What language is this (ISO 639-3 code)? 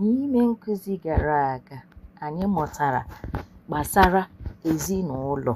ibo